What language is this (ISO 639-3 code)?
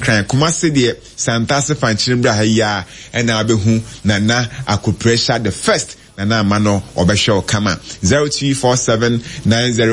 aka